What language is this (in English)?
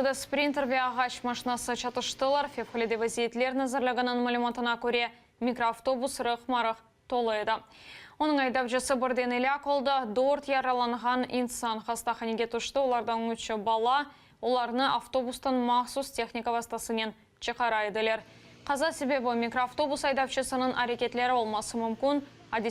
Crimean Tatar